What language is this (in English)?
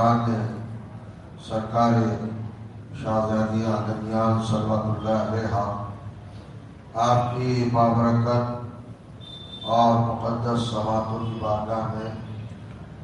Urdu